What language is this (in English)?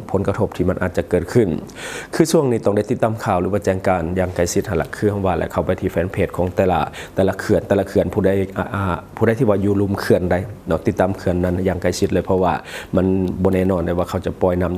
Lao